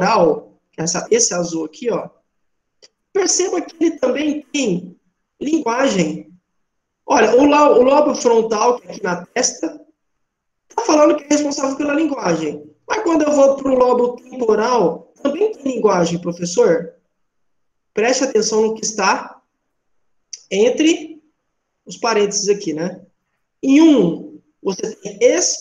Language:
Portuguese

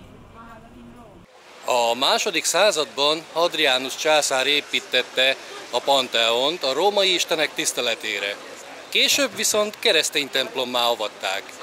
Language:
Hungarian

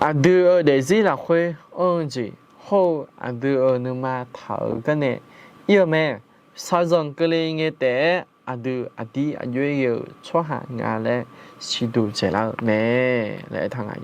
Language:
Akha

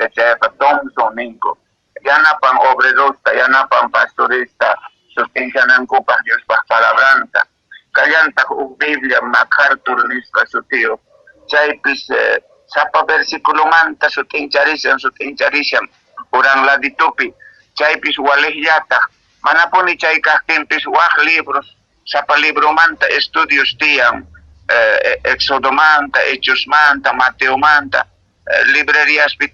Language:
Quechua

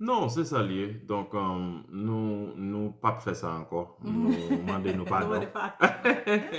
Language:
Haitian Creole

